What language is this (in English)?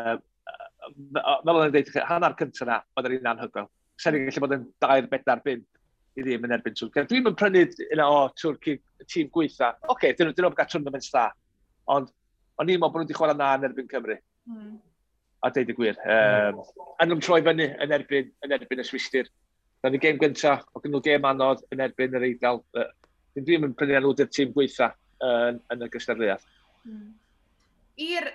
Welsh